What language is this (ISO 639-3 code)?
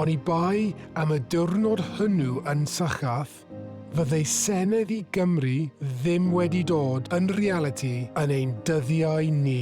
cym